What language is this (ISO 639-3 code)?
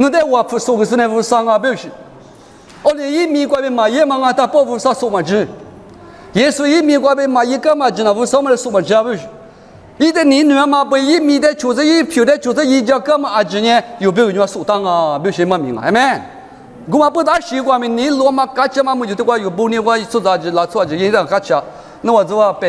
lis